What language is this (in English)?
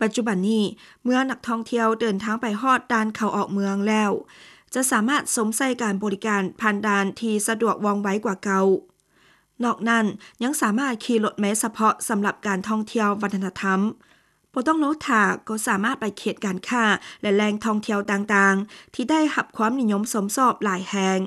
Lao